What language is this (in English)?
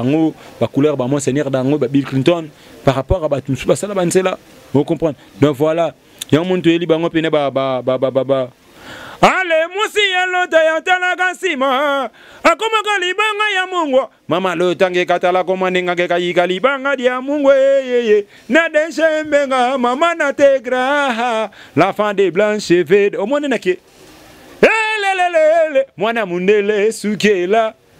Lingala